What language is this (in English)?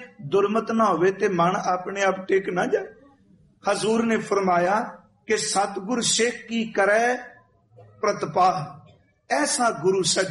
Punjabi